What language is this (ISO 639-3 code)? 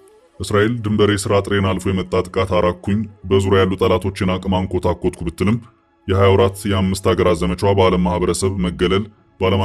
amh